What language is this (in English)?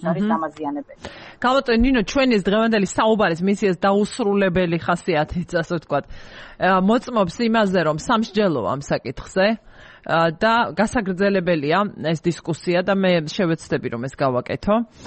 Georgian